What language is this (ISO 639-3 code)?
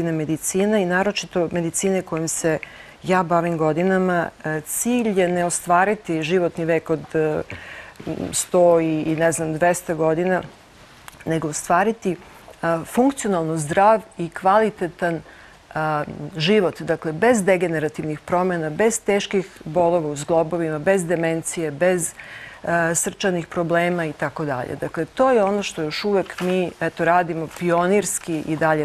srp